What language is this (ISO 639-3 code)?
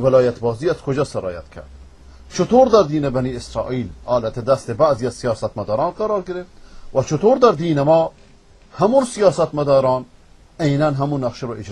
fas